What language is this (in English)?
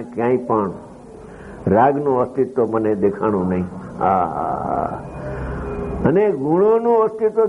Gujarati